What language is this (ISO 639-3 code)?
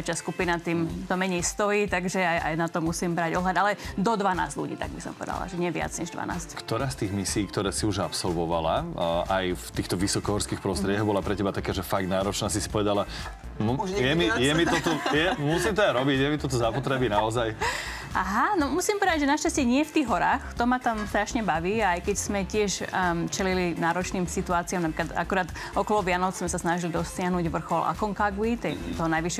slk